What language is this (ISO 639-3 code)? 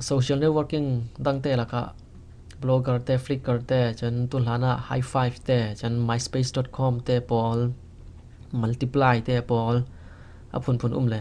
cfm